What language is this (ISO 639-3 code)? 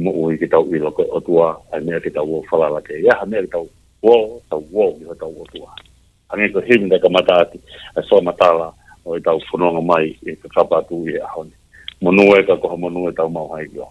ton